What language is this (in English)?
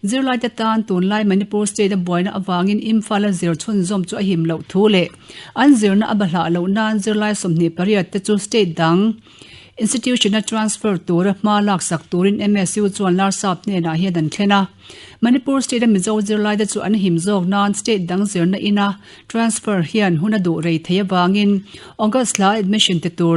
Mizo